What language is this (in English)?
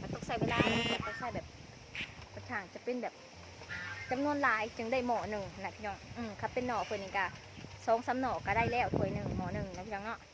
Lao